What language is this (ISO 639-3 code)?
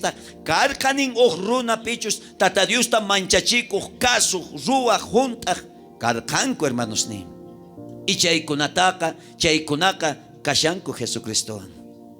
quh